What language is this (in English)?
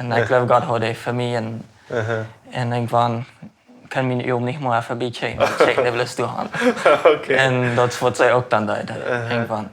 Plautdietsch